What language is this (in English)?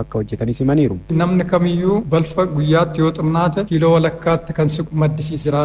Oromo